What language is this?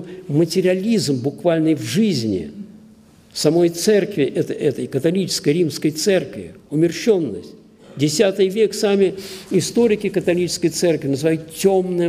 Russian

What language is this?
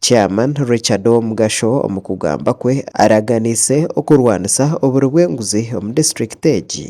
Nyankole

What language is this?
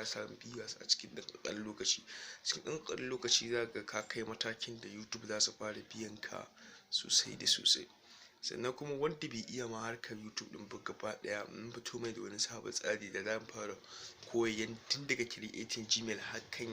Hausa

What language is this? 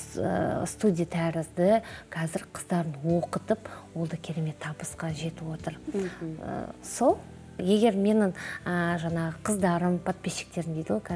Kazakh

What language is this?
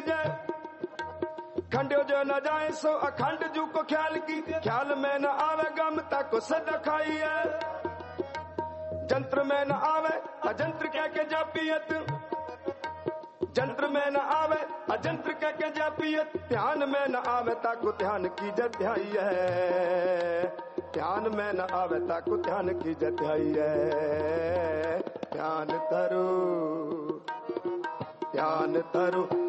Hindi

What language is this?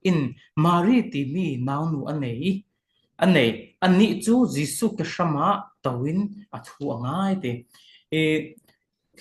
Falam Chin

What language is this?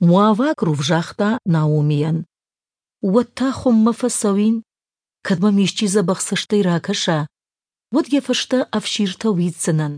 Ossetic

